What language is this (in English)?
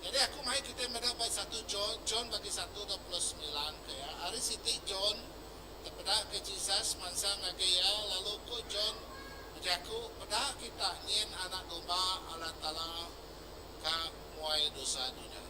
Iban